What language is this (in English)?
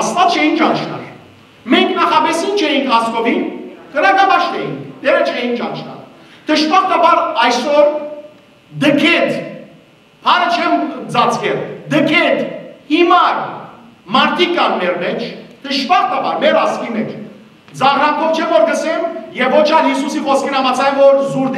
Western Armenian